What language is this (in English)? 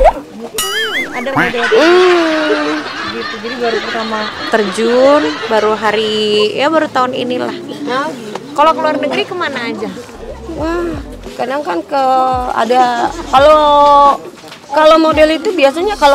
Indonesian